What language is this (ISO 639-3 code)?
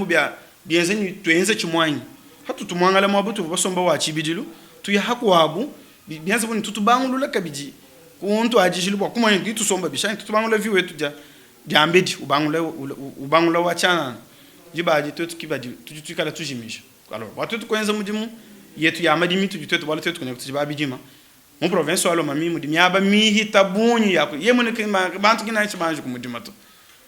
lua